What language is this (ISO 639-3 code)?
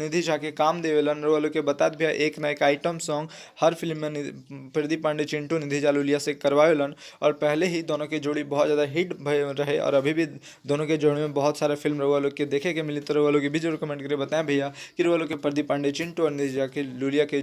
bho